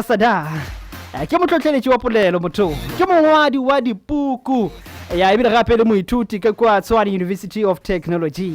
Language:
Northern Sotho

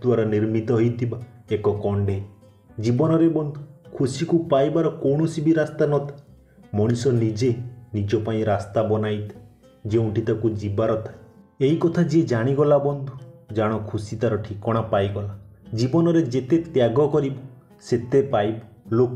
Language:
Odia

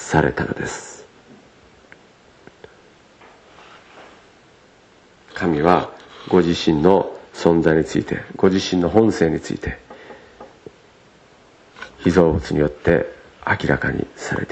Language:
Japanese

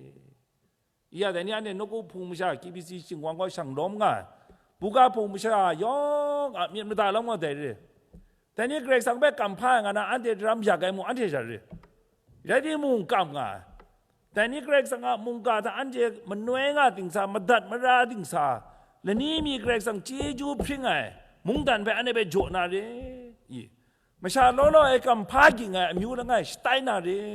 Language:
Kachin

